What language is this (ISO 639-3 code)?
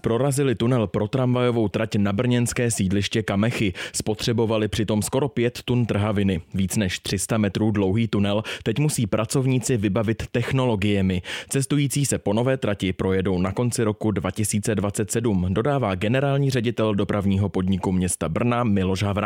ces